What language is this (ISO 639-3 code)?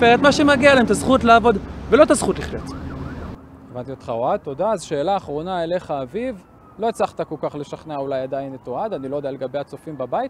heb